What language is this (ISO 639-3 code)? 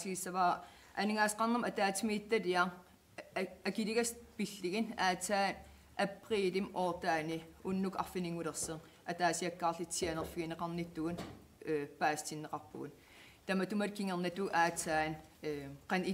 kal